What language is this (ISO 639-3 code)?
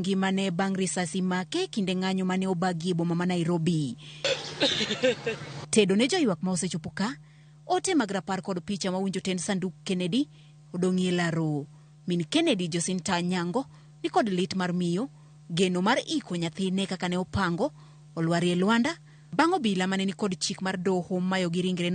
luo